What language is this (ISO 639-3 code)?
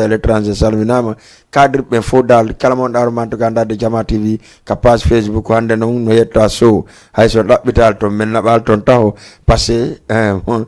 ful